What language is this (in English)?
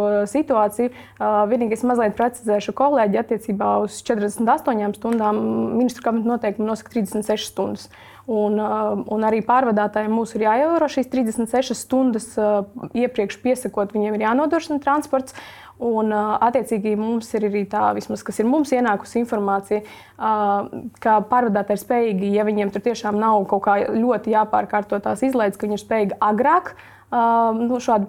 Latvian